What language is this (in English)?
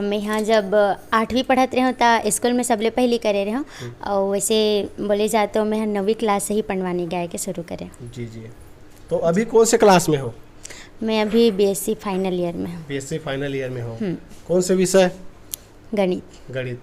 Chhattisgarhi